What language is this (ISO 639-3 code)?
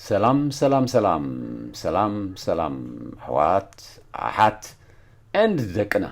tir